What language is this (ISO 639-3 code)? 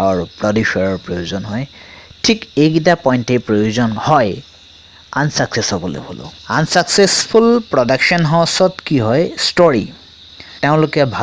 asm